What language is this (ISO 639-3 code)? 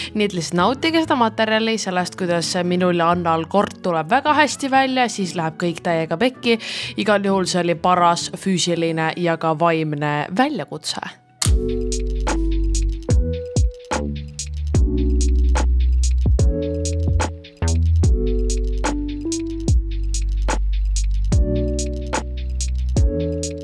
est